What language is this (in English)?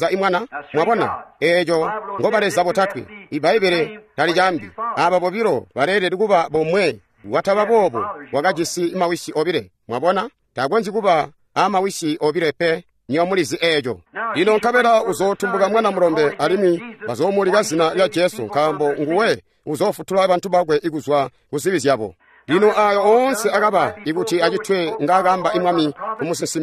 Tonga (Zambia)